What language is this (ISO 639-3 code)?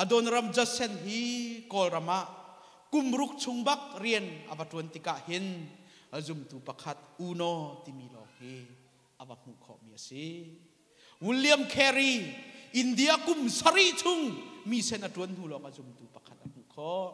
cnh